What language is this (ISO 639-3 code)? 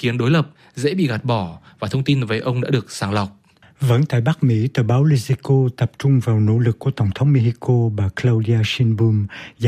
vie